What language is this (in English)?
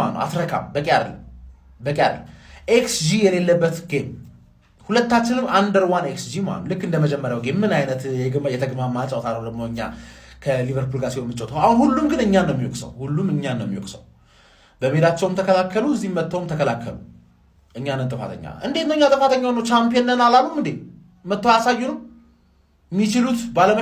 Amharic